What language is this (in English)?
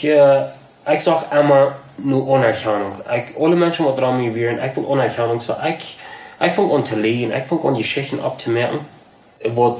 Plautdietsch